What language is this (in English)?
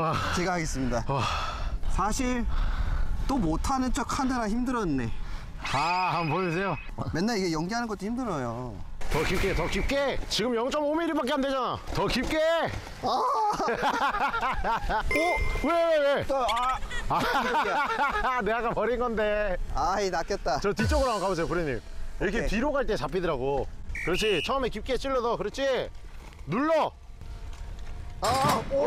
Korean